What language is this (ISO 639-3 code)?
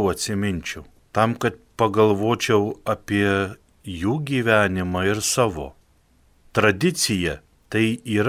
lit